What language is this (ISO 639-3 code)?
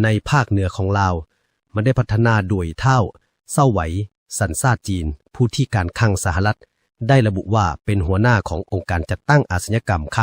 lao